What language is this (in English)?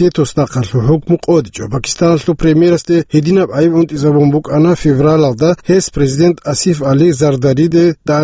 Avaric